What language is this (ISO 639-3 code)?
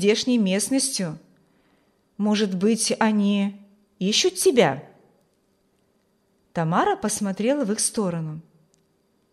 rus